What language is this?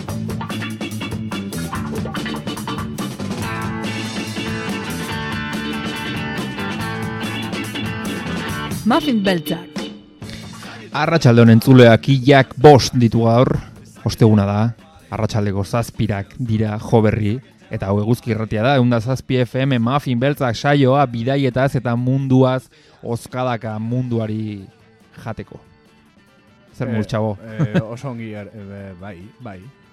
Basque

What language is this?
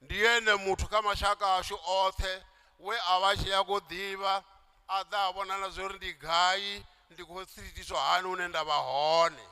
Venda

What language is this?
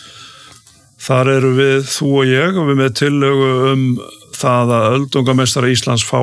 Icelandic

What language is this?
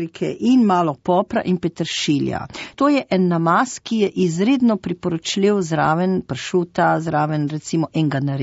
Slovenian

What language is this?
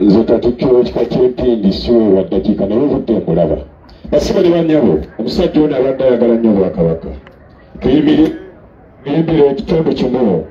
Ganda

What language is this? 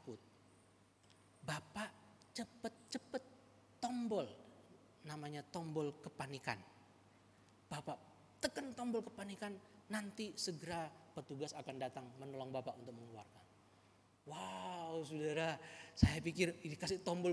Indonesian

